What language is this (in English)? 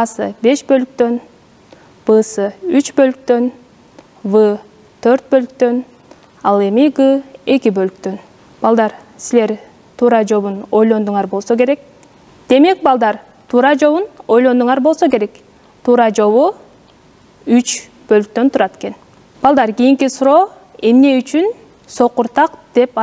Kyrgyz